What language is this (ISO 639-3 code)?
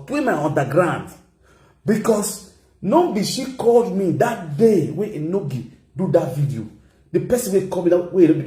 pcm